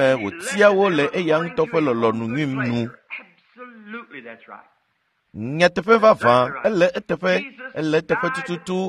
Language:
Ewe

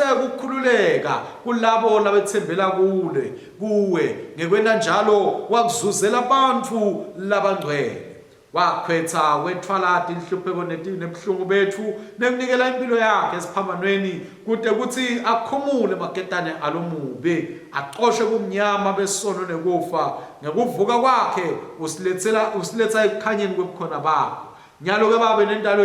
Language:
Swati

